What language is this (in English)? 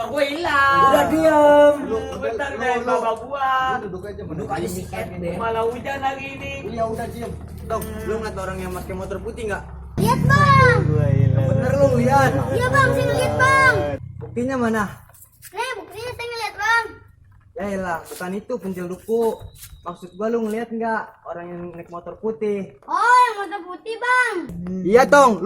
Betawi